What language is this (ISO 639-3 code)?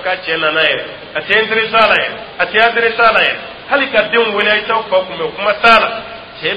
dyu